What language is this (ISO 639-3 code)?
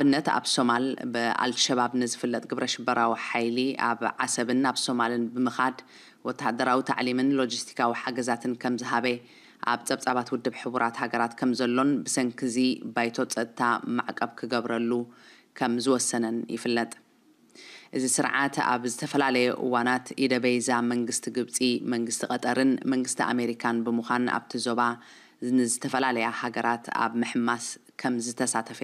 tir